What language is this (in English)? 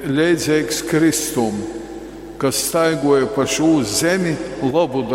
Latgalian